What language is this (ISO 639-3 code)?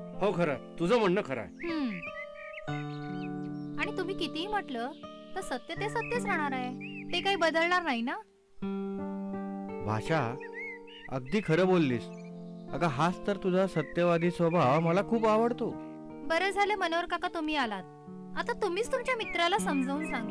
mar